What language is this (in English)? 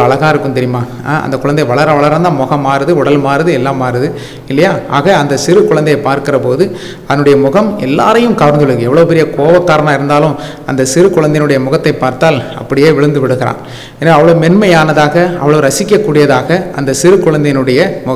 Tamil